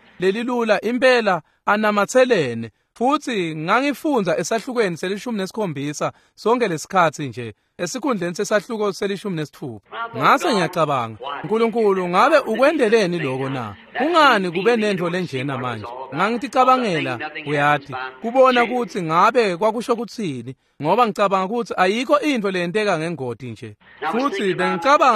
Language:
Swati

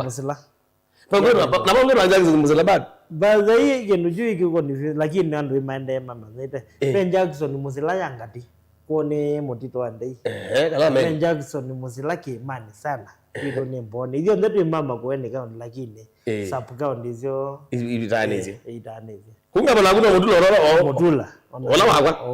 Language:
Kamba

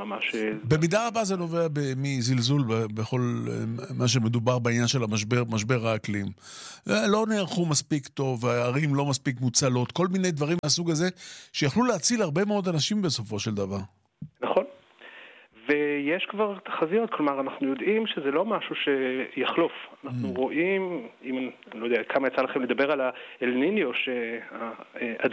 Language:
Hebrew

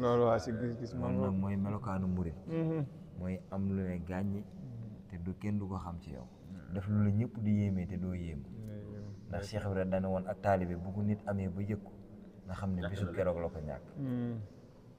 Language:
Wolof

